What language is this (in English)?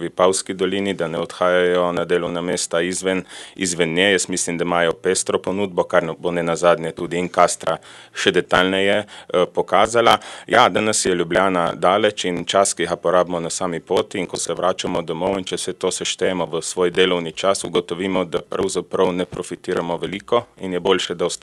Slovenian